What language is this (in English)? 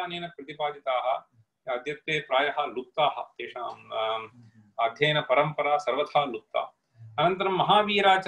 Sanskrit